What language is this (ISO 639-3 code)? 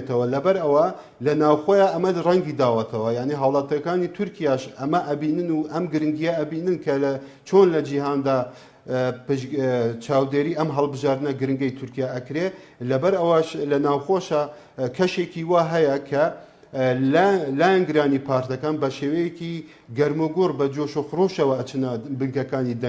ckb